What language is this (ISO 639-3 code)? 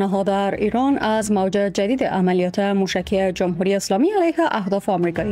fas